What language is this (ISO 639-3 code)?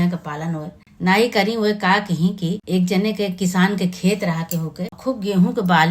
awa